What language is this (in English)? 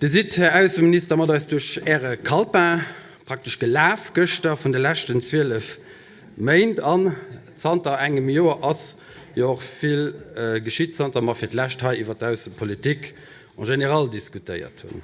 Luxembourgish